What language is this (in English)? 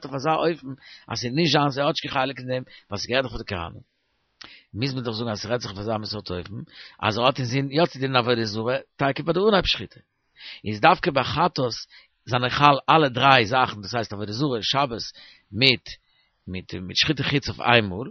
Yiddish